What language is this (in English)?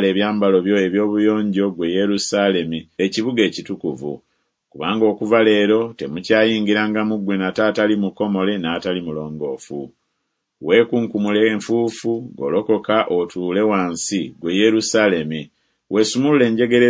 Ganda